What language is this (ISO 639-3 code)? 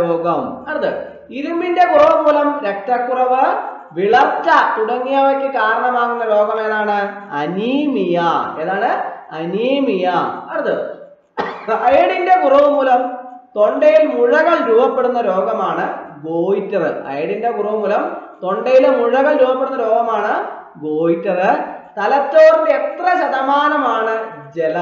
mal